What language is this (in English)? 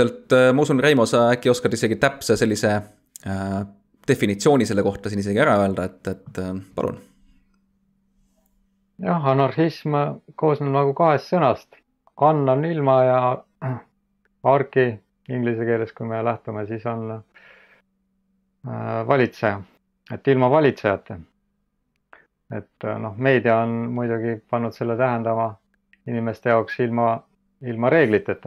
Estonian